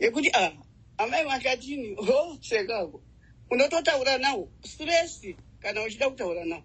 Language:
Shona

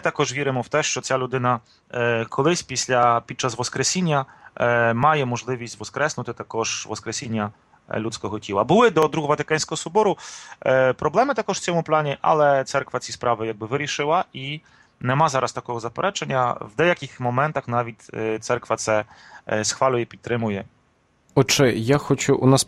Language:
Ukrainian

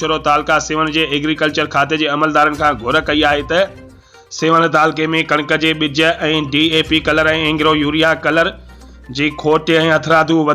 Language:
Sindhi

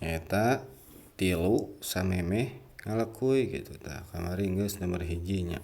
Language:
Sundanese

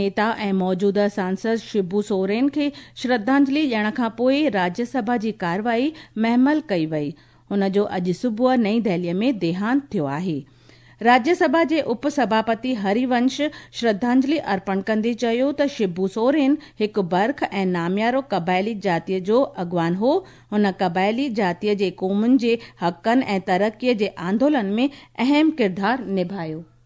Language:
Sindhi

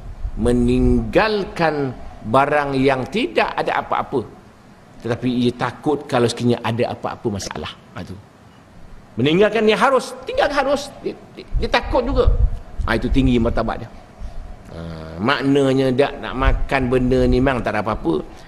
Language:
Malay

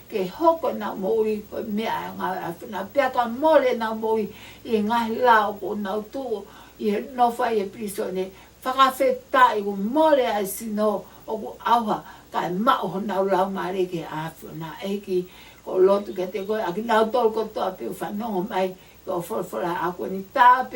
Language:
Tongan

